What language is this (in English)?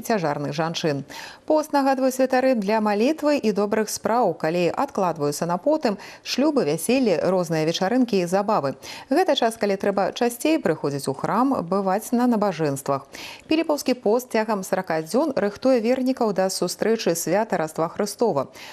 Belarusian